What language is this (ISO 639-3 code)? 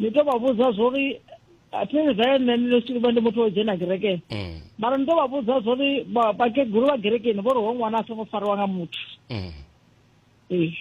ven